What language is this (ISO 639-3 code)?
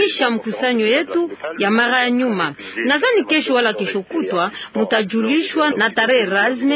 swa